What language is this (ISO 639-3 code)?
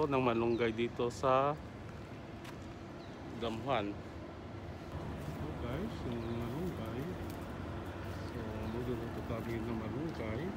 fil